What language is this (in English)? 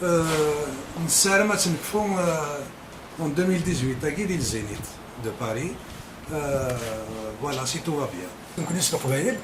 Kabyle